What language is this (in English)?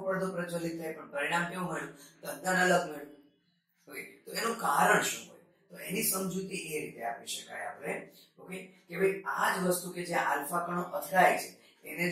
Gujarati